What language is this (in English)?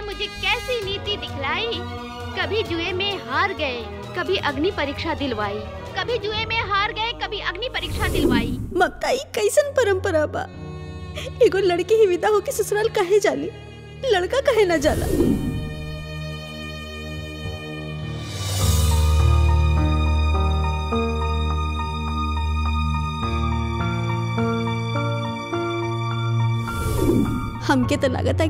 Bhojpuri